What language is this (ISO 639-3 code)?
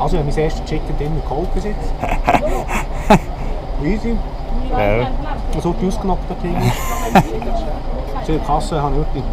gsw